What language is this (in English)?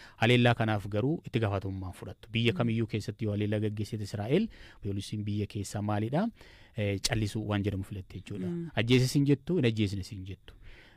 Oromo